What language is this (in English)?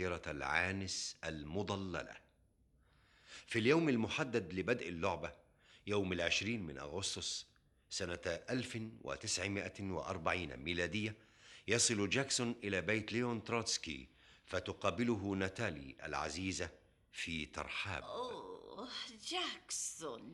Arabic